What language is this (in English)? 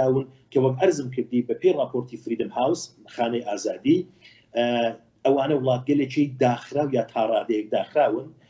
Central Kurdish